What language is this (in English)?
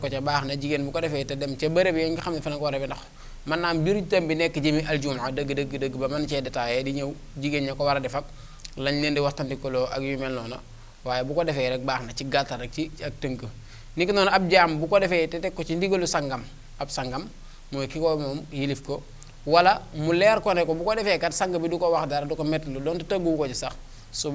Wolof